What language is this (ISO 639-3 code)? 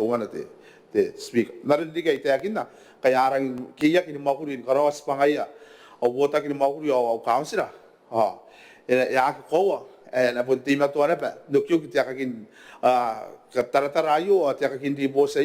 gil